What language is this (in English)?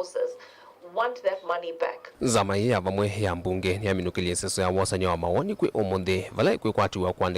Kamba